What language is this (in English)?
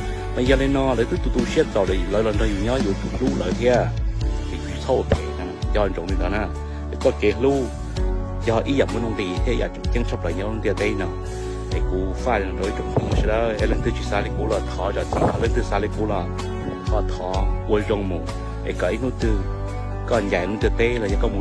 Hmong